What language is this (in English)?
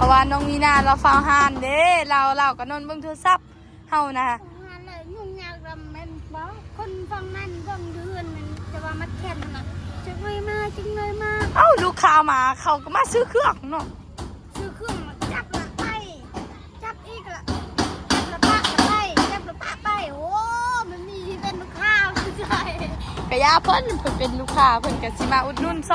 Northeastern Thai